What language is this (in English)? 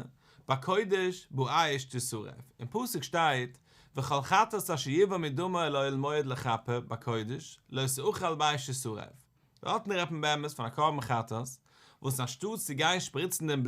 Yiddish